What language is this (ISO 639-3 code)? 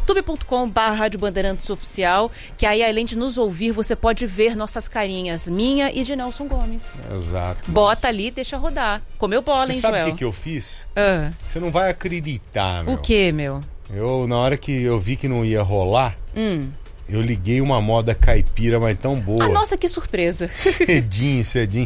por